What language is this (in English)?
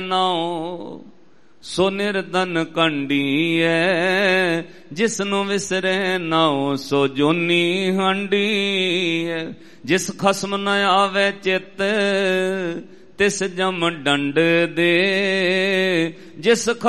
Punjabi